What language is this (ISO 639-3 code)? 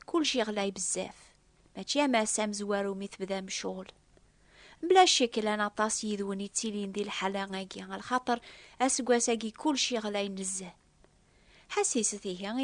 kab